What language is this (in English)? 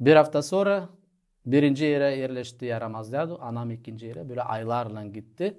Gagauz